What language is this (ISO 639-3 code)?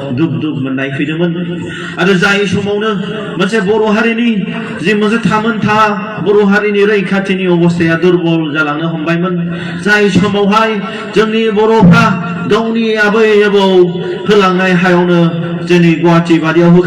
brx